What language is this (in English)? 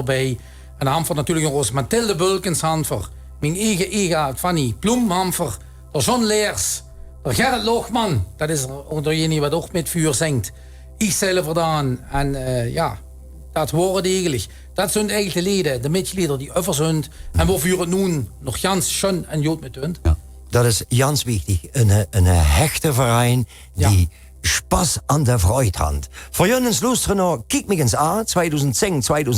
Limburgish